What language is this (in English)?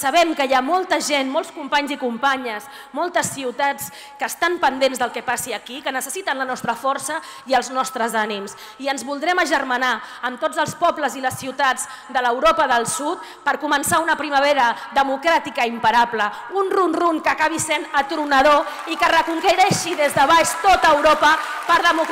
Catalan